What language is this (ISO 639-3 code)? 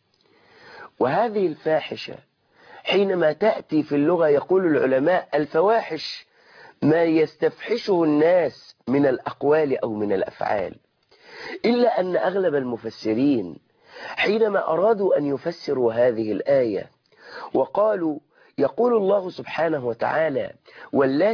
ara